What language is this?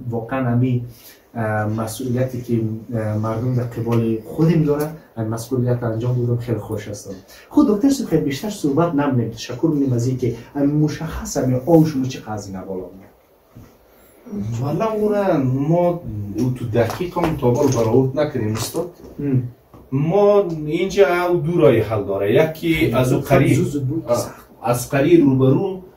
Persian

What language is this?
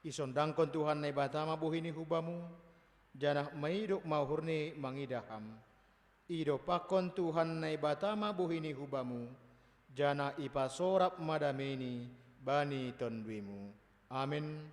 Batak Simalungun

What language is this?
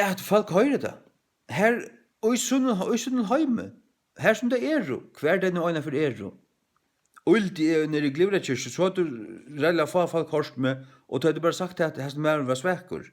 Faroese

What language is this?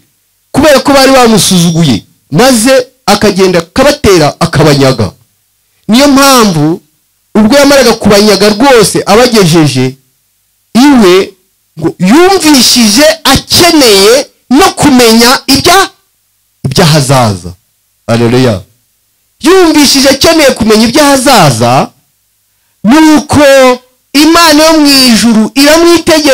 Kinyarwanda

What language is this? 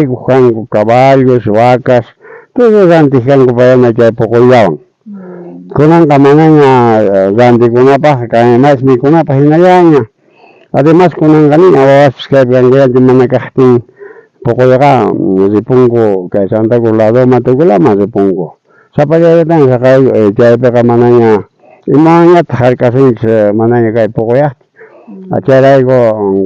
South Bolivian Quechua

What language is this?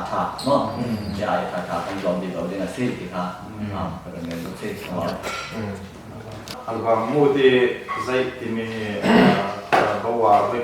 Falam Chin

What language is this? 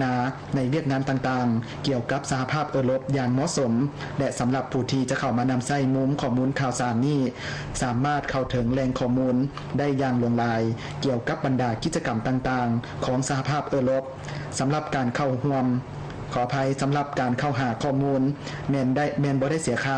Lao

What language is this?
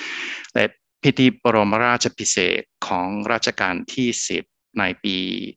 Thai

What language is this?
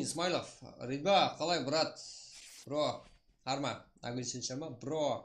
Kara-Kalpak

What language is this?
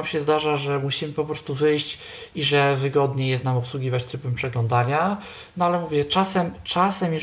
Polish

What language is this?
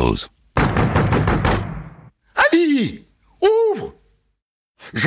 French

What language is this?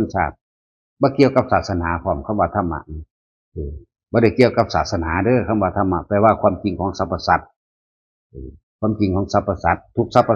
Northeastern Thai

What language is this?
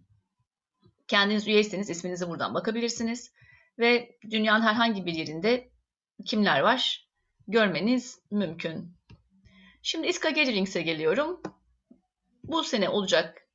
Turkish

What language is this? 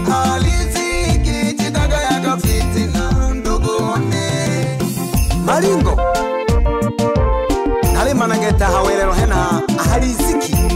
Swahili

